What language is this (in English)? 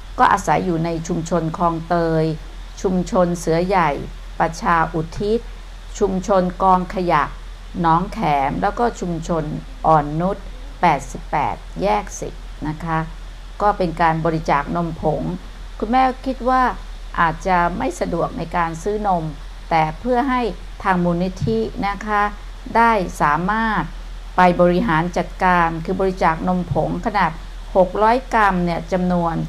Thai